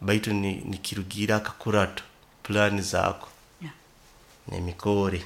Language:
Nyoro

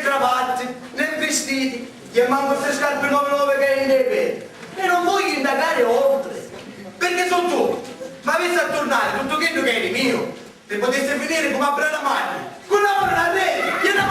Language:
Sicilian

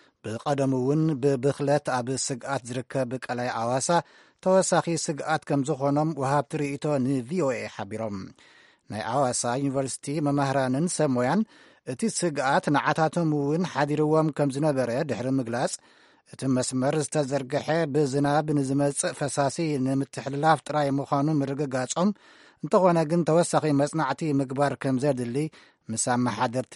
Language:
Tigrinya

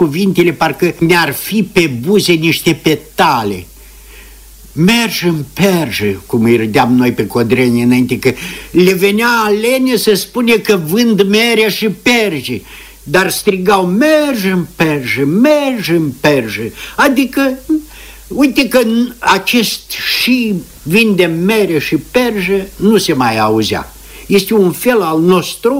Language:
Romanian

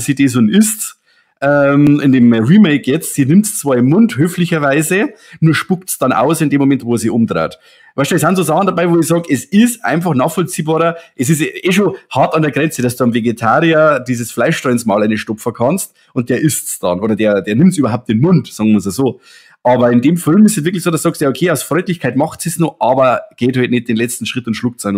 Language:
Bavarian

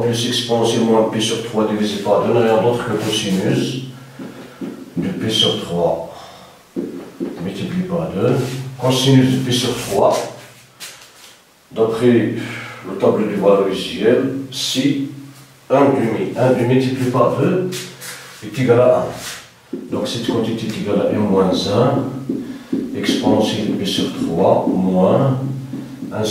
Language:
French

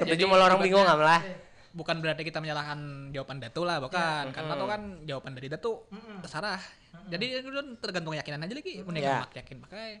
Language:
Banjar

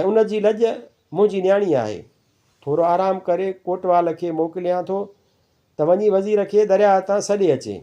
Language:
Sindhi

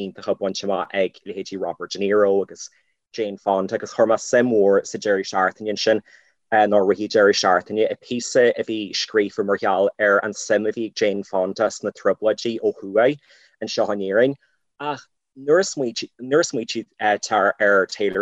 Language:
Irish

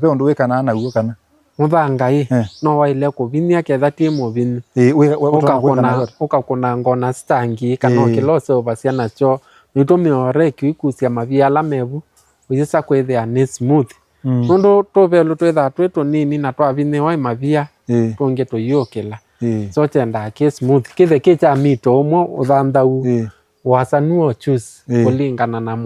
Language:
Kamba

